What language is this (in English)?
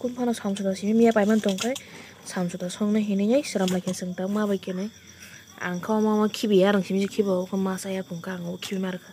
Kok Borok